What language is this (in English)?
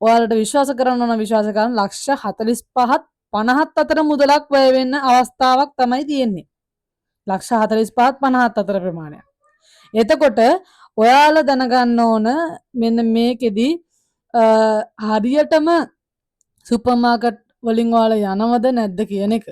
Sinhala